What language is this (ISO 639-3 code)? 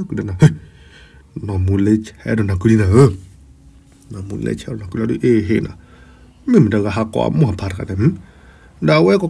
ksw